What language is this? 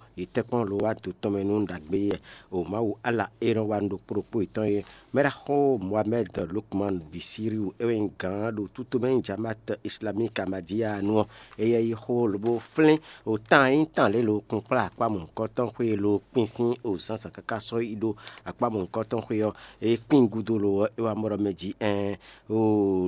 Fon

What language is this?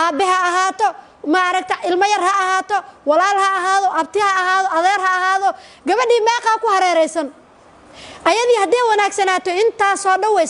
Somali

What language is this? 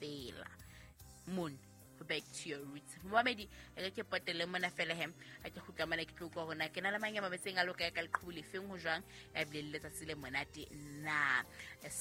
Southern Sotho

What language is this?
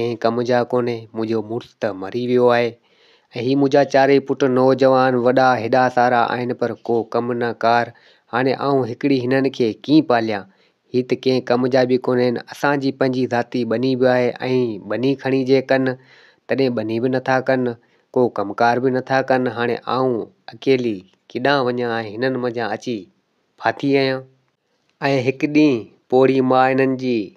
Sindhi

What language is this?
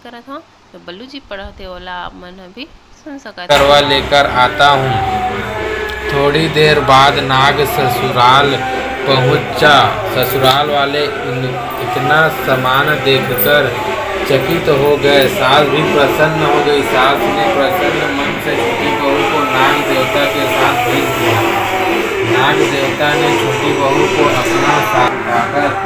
Chhattisgarhi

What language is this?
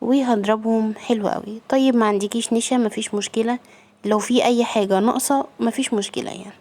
Egyptian Arabic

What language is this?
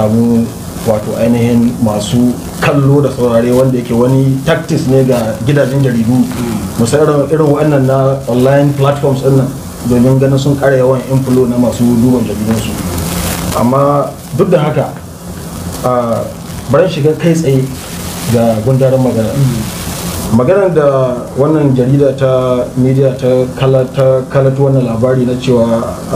Hausa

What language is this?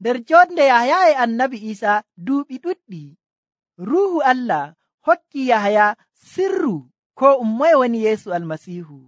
Nigerian Fulfulde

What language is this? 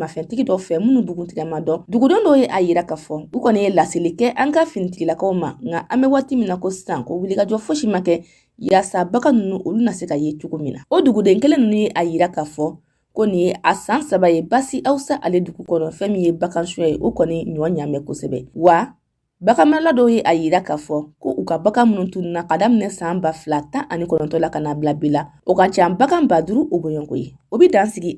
Bambara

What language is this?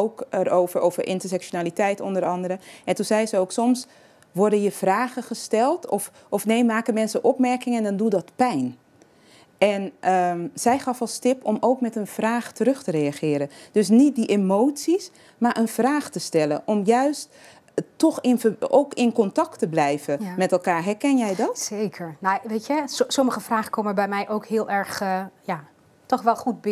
Dutch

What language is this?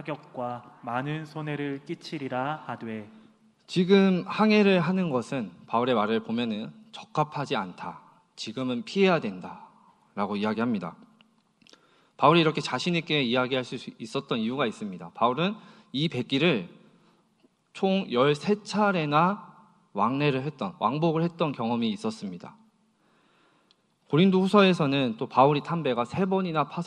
Korean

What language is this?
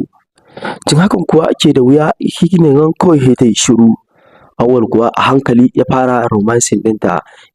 Hausa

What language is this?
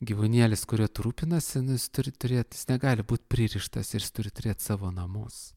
Lithuanian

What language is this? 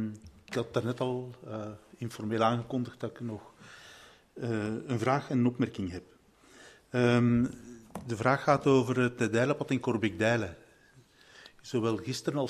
Dutch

